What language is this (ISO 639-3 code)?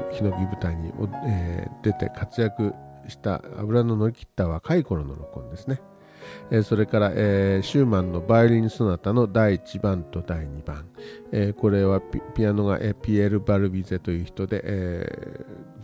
jpn